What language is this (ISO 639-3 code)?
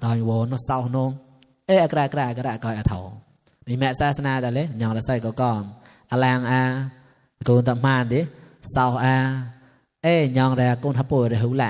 mnw